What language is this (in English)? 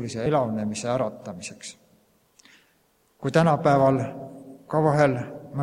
Estonian